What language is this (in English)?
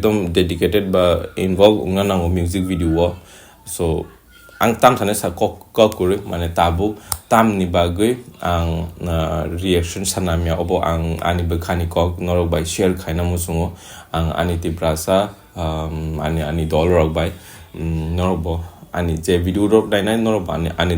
Kok Borok